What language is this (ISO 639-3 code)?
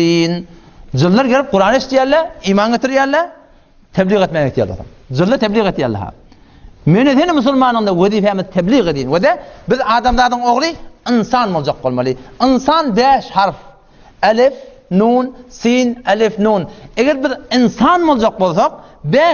tuk